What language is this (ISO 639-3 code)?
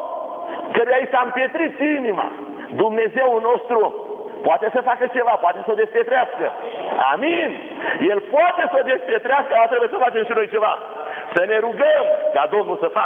ron